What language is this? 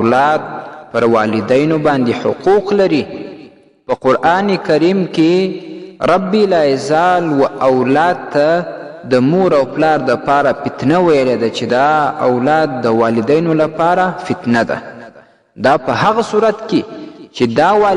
Pashto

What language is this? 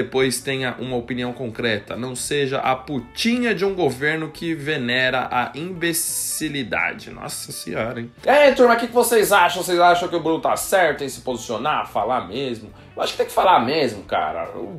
Portuguese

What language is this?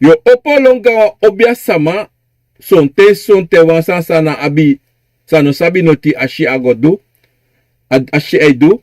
Sranan Tongo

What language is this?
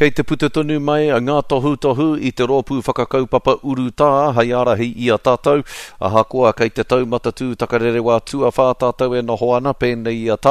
Māori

